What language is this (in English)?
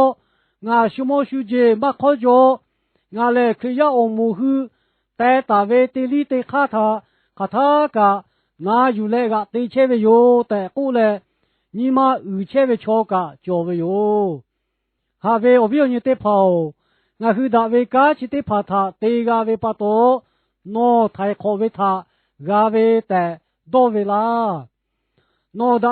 Lahu